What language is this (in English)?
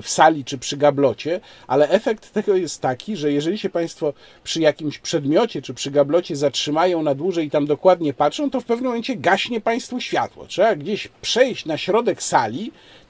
Polish